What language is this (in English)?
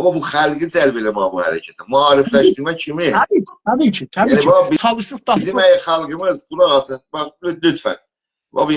South Azerbaijani